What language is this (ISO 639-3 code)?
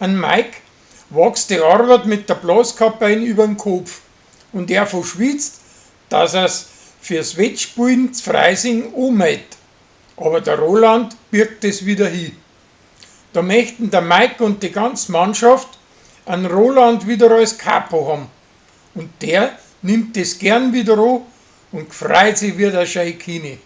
bar